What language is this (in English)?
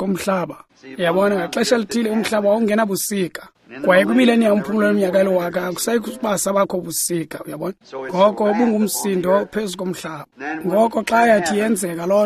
Xhosa